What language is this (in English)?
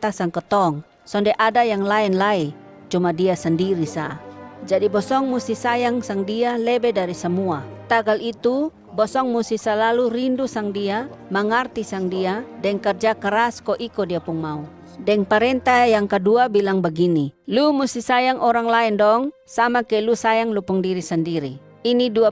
Kupang Malay